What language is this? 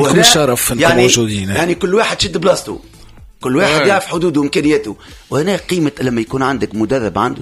Tunisian Arabic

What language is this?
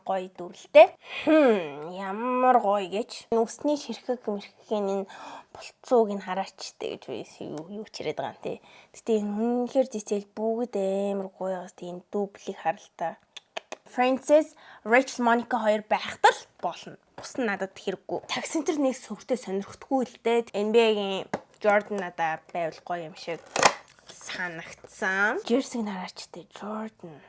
Mongolian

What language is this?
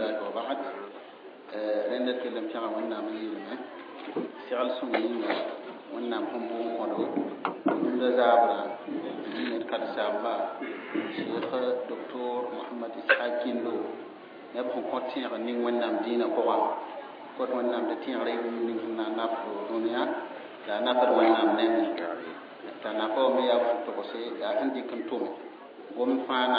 Mossi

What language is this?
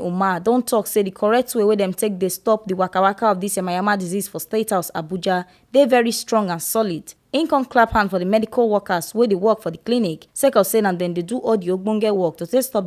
Nigerian Pidgin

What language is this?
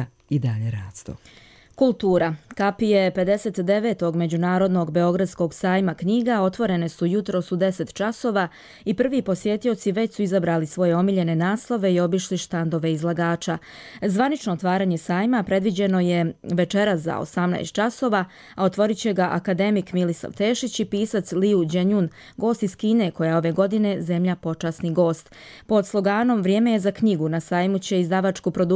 Bosnian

